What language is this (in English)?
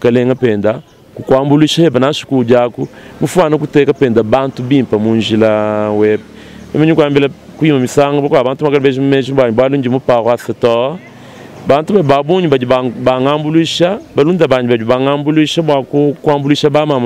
Luba-Lulua